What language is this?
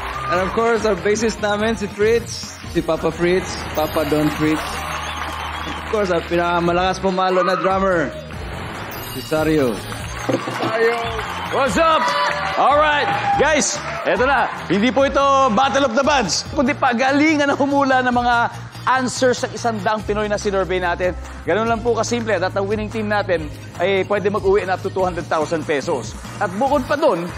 Filipino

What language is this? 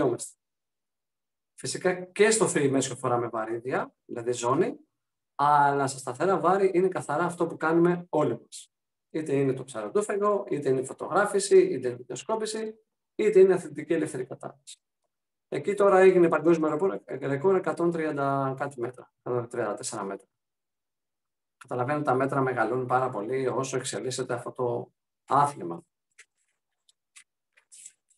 Greek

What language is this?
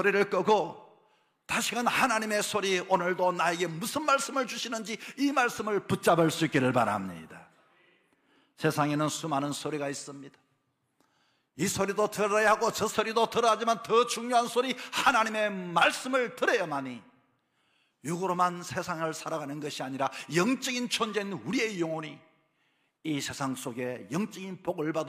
Korean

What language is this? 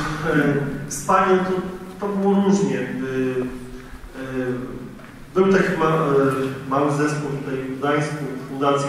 Polish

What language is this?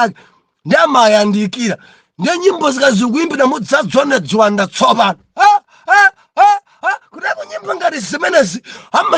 Nyanja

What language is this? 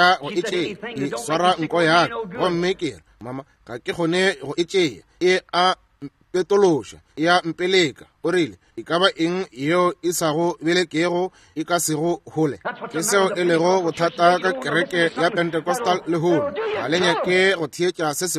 Northern Sotho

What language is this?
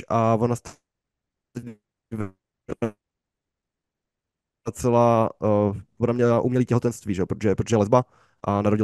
Czech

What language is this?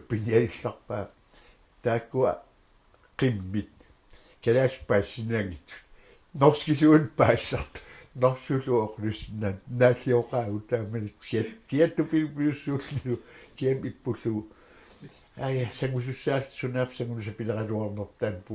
Kalaallisut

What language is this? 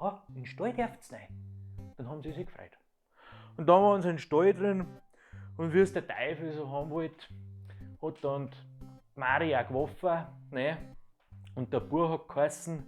Bavarian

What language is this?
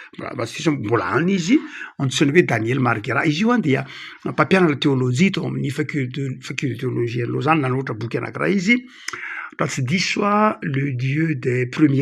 Malagasy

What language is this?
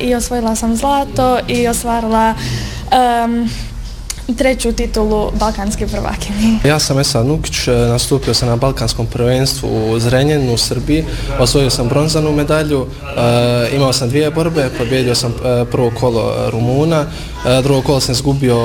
Bosnian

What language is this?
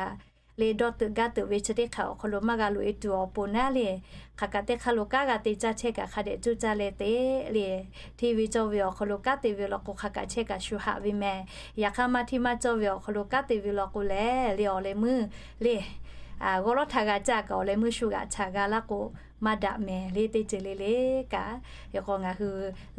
Lahu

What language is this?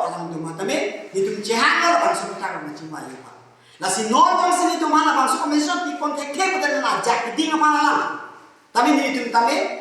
Karbi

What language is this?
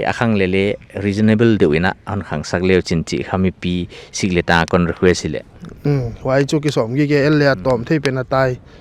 Paite Chin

